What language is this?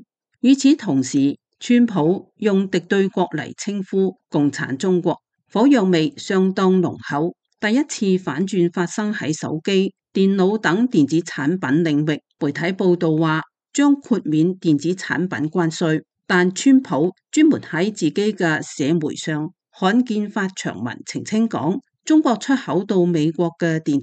Cantonese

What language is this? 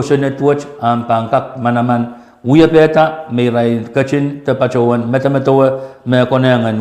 Pohnpeian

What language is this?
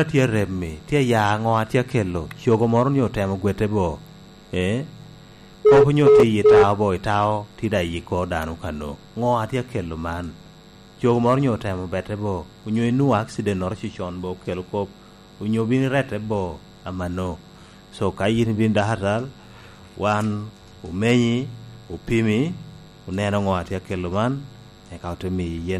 Lango (Uganda)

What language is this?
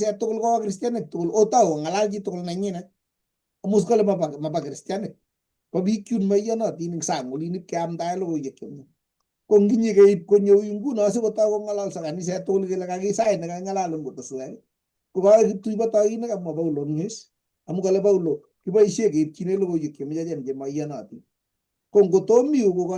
Kalenjin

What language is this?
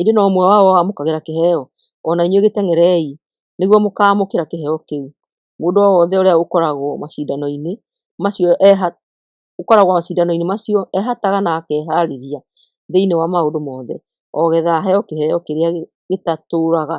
Kikuyu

